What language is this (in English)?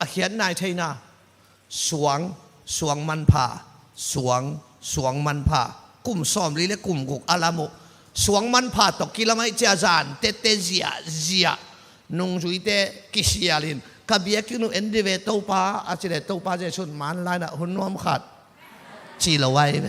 Tedim Chin